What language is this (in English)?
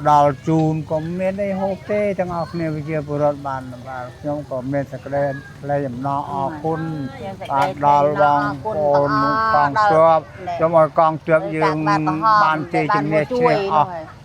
Khmer